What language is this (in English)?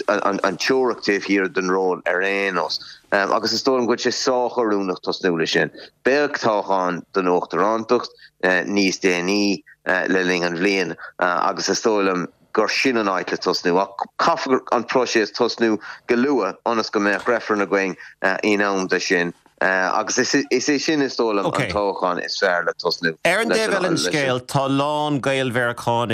Irish